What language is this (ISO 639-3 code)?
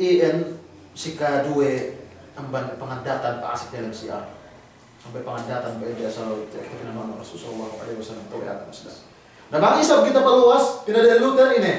yka